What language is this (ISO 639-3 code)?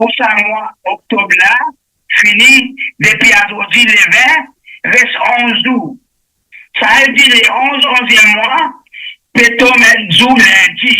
mfe